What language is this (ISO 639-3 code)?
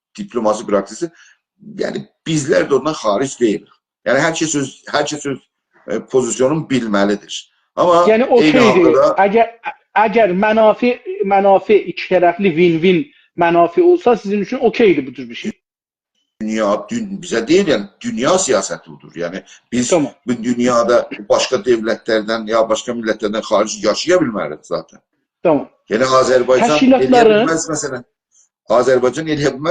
azb